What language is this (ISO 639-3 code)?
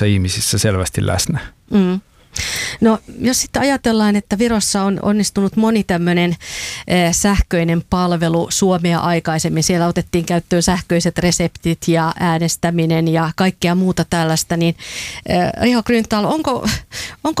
fin